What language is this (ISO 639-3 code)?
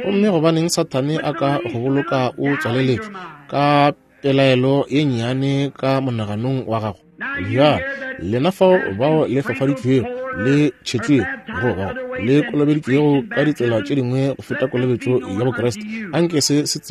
nso